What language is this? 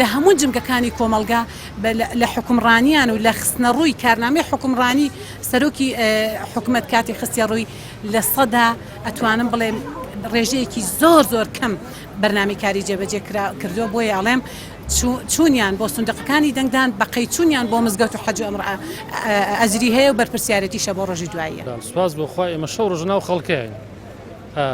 Central Kurdish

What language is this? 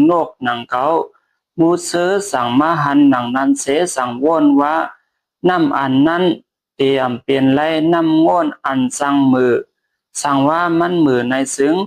Shan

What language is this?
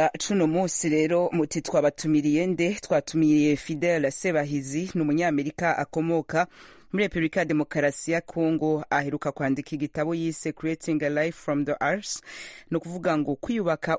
Kinyarwanda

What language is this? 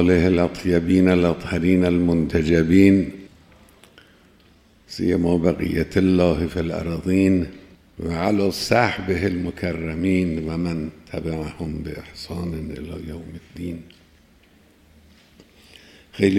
Persian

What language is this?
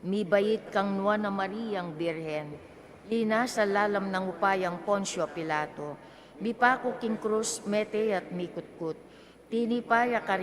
Pampanga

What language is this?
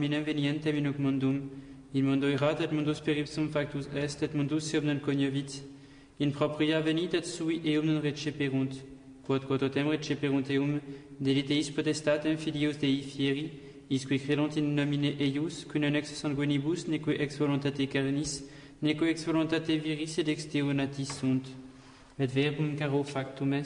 Latin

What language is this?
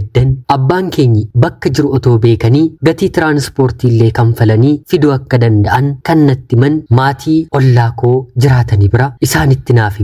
Oromo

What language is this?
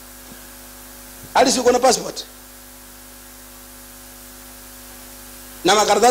Swahili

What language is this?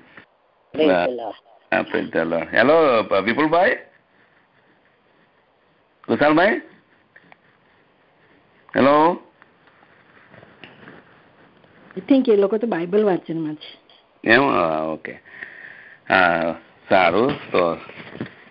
Gujarati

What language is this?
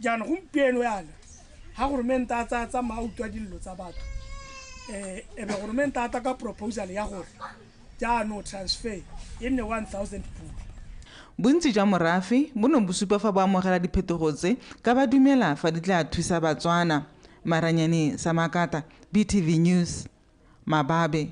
Tswana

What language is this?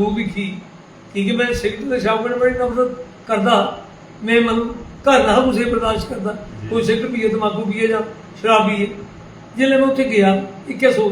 Dogri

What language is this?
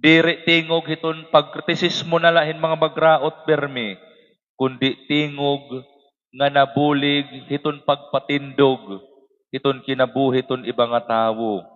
Waray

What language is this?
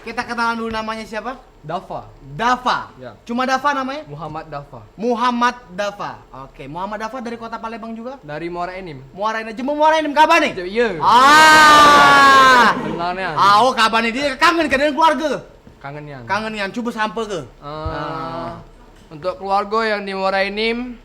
Musi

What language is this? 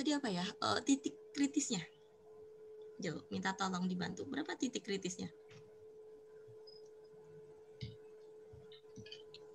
Indonesian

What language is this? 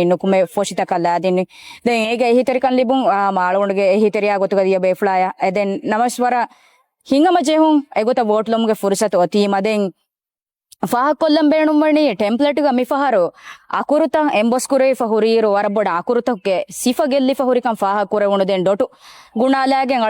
Divehi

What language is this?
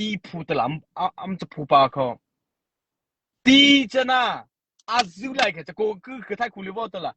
Mara Chin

